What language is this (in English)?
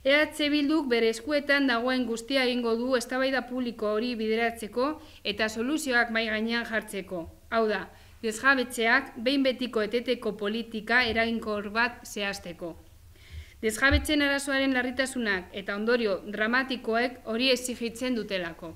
Basque